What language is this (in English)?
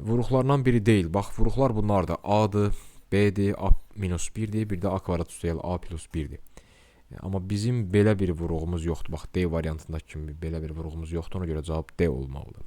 Azerbaijani